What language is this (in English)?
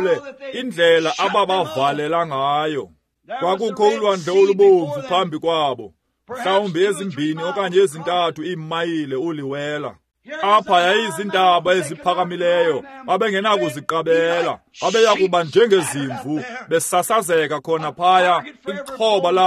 Xhosa